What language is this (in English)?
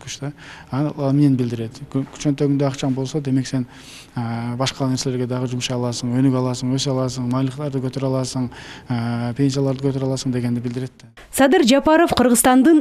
Kyrgyz